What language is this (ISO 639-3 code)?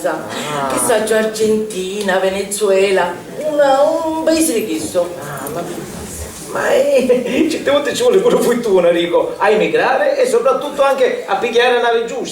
scn